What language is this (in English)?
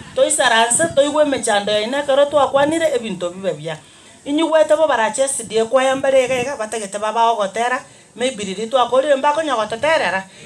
Gusii